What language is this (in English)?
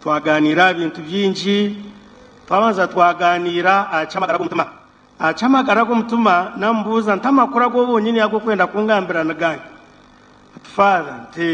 Nyankole